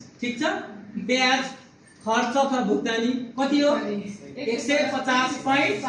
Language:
Nepali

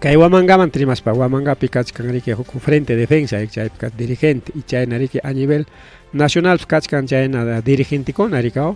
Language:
Ayacucho Quechua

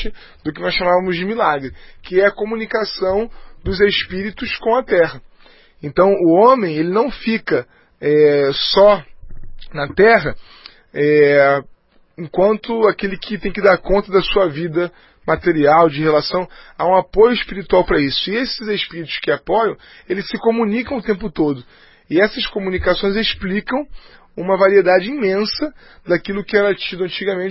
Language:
Portuguese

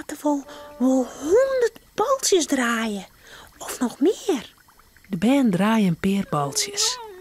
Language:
Western Frisian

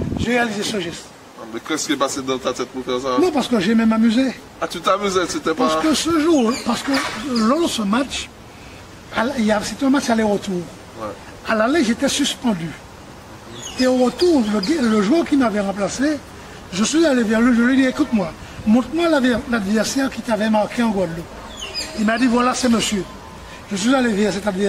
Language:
French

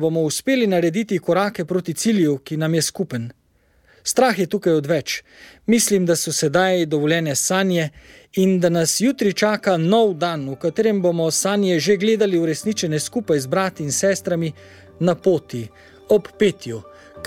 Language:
Slovenian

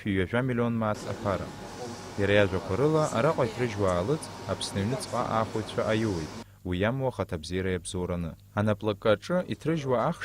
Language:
Abkhazian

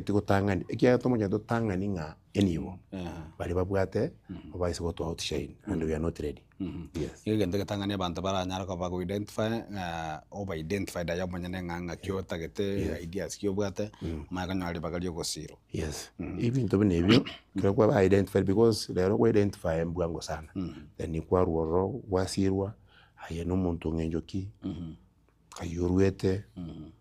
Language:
Gusii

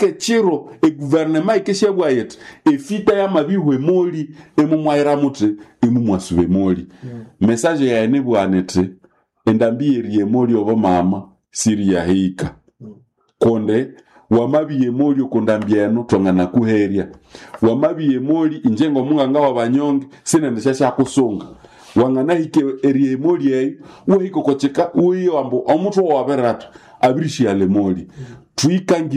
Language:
Nande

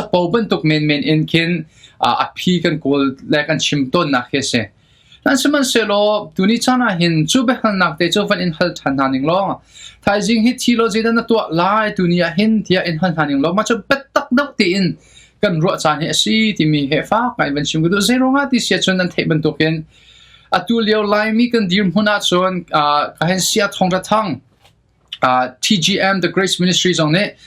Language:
Hakha Chin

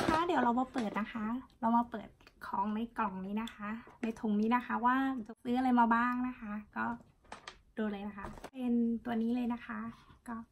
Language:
Thai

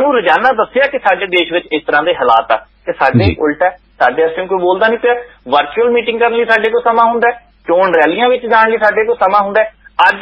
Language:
Punjabi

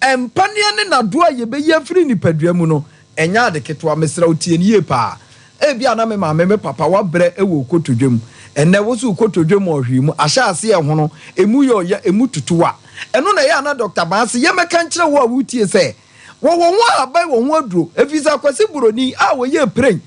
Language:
Akan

